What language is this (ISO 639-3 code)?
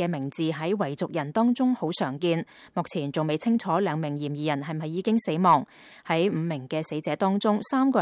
yue